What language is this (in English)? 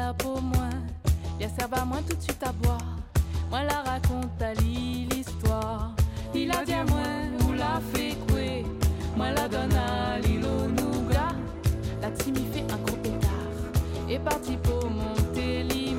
Italian